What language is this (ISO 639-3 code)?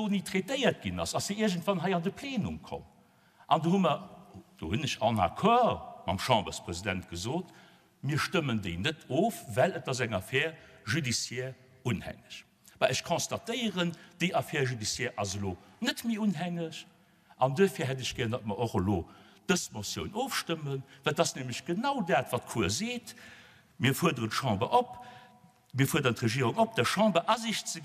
ltz